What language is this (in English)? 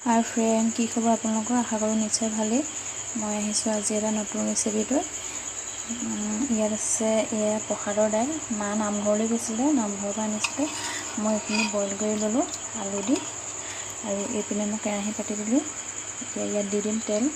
Assamese